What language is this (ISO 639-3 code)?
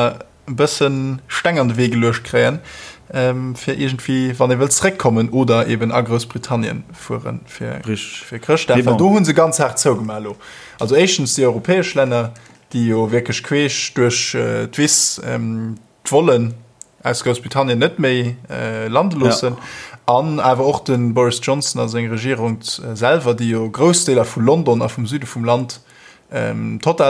ltz